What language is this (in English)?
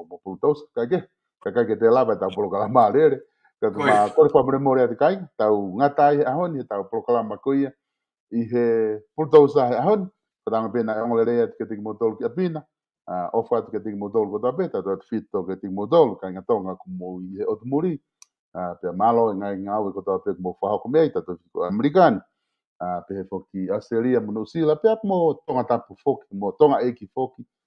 Tongan